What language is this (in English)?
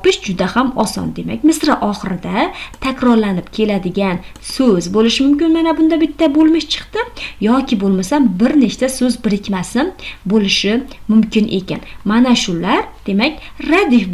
Uzbek